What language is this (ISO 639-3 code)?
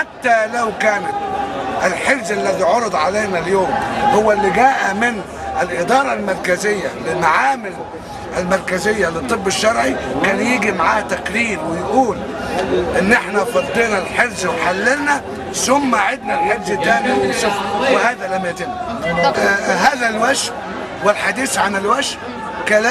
arz